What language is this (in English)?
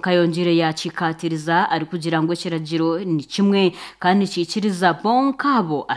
Nyankole